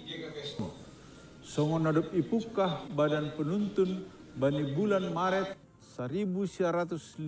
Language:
Batak Simalungun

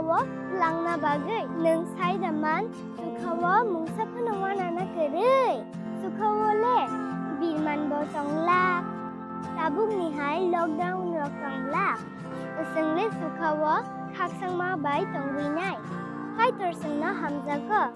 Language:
Kok Borok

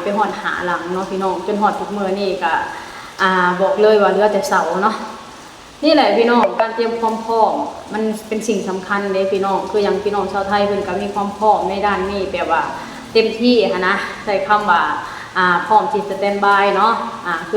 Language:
Lao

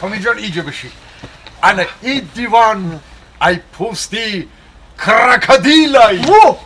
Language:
Tajik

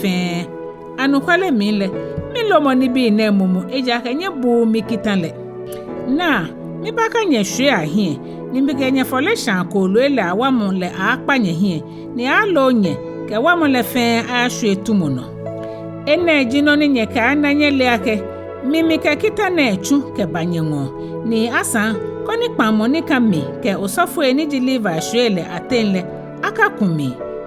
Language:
Ga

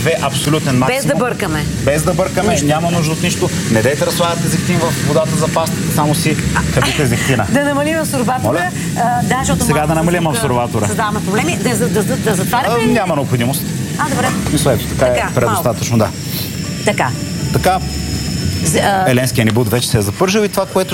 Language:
Bulgarian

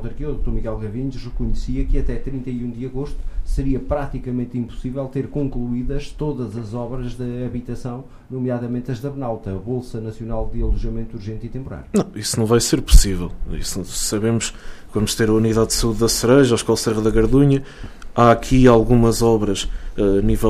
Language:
Portuguese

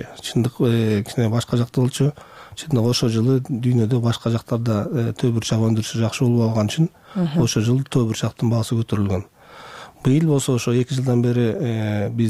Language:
Kyrgyz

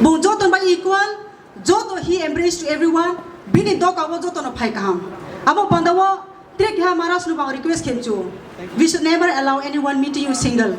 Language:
Kok Borok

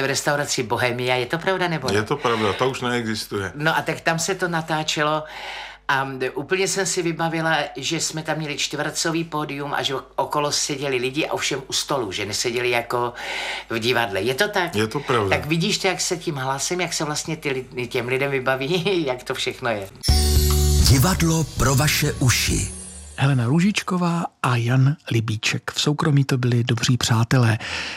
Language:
Czech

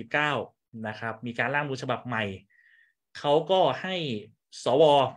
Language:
Thai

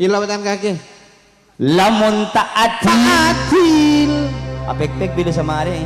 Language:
Madurese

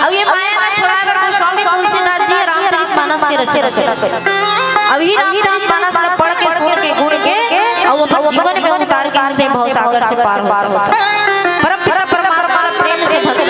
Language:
Chhattisgarhi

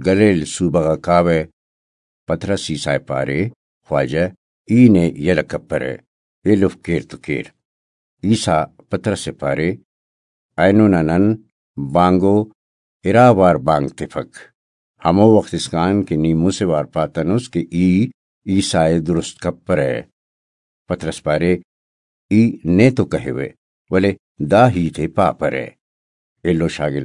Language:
Brahui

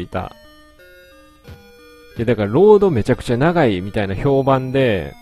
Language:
Japanese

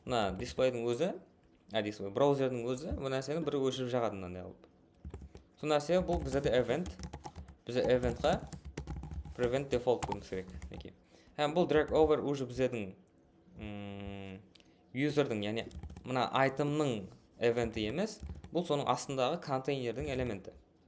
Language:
Kara-Kalpak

